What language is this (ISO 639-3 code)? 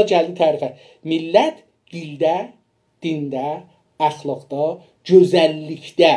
azb